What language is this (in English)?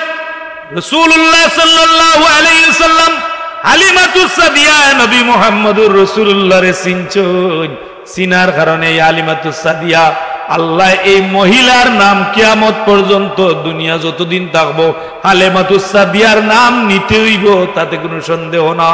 Sylheti